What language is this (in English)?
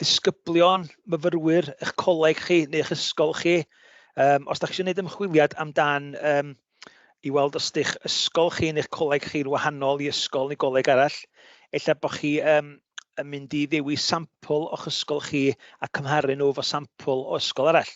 Welsh